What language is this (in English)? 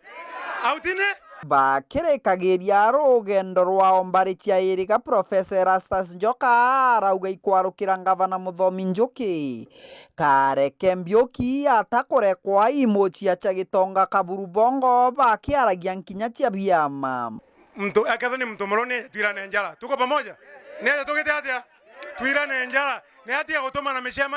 Meru